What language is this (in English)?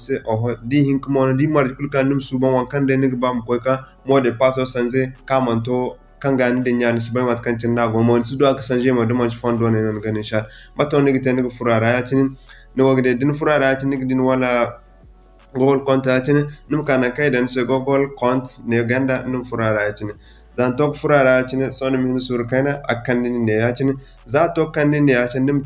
Zarma